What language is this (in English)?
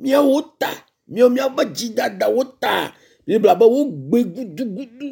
Ewe